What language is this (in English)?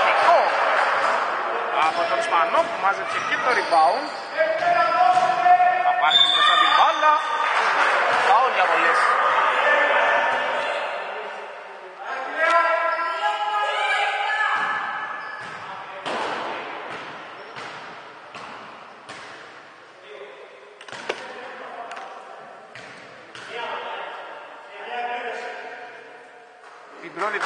Greek